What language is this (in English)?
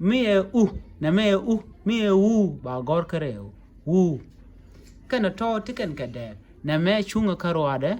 Nuer